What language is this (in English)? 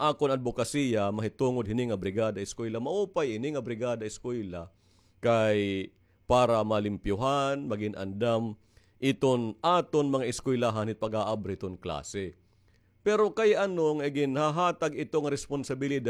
Waray